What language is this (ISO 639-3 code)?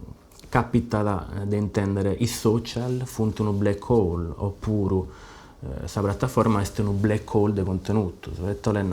srd